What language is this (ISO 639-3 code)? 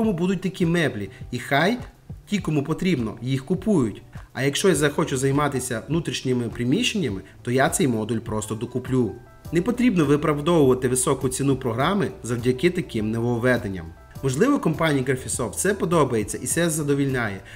ukr